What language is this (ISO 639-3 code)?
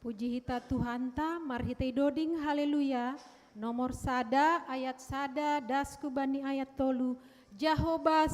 bts